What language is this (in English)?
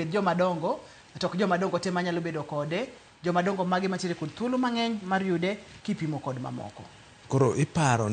Luo (Kenya and Tanzania)